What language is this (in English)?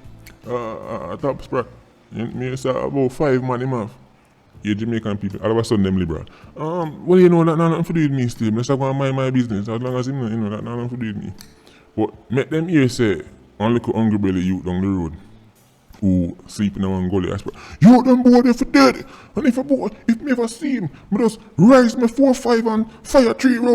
Jamaican Creole English